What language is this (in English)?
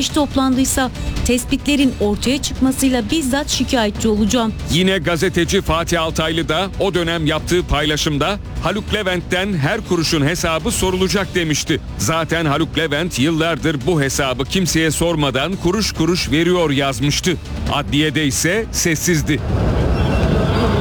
Turkish